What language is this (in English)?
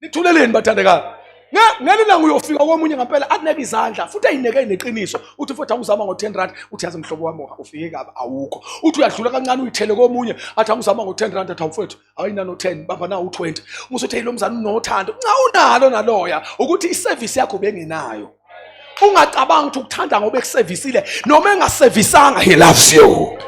Zulu